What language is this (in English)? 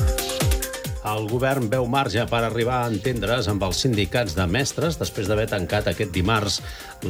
Catalan